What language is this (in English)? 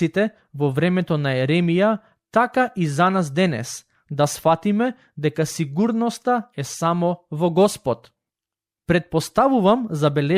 Macedonian